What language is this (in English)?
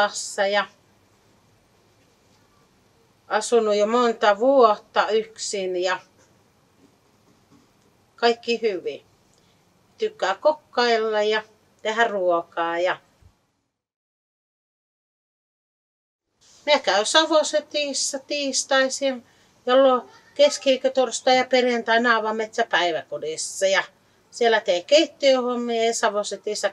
Finnish